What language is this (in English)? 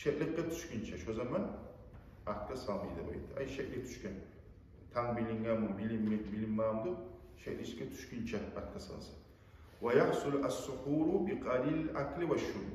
Kumyk